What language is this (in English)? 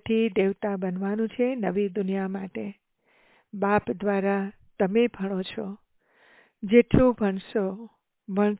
Gujarati